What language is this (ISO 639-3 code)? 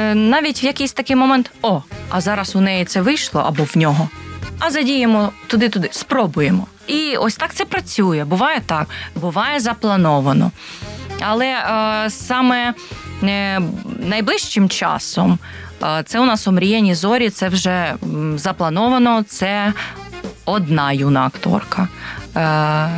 ukr